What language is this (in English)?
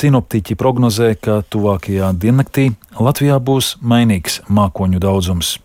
Latvian